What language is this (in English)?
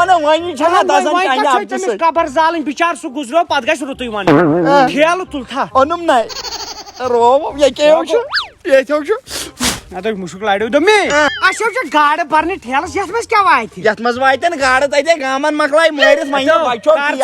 Kashmiri